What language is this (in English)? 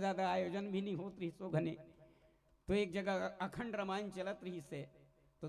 Chhattisgarhi